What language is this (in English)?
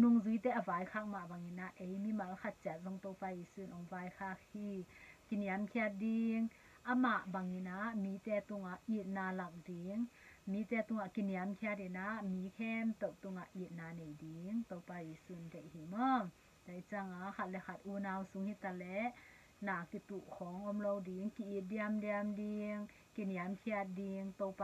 Tedim Chin